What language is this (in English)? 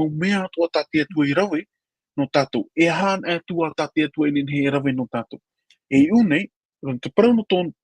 Tahitian